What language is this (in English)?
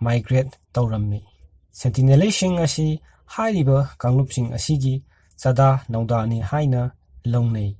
Manipuri